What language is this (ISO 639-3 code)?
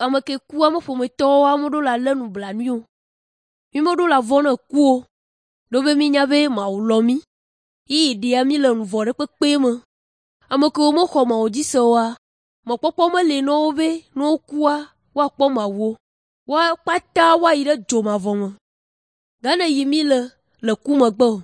ewe